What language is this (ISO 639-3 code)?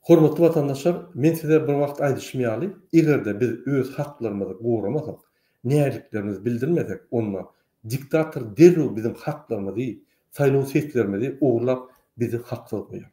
tuk